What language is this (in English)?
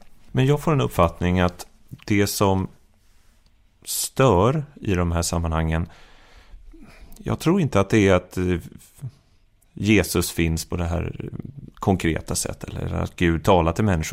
Swedish